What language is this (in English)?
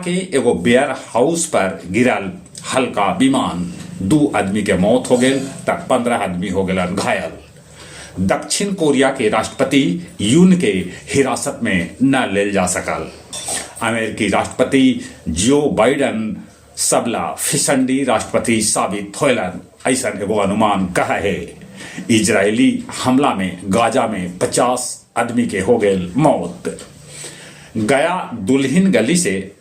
Magahi